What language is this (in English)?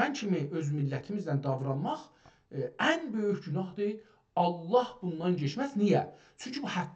South Azerbaijani